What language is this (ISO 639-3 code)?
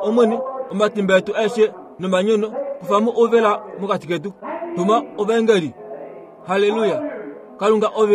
kua